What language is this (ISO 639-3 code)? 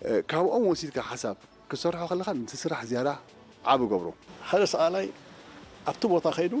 tir